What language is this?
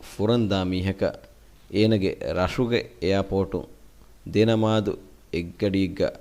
Divehi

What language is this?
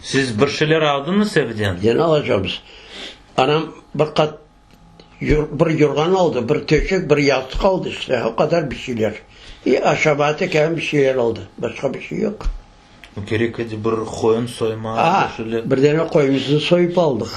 Crimean Tatar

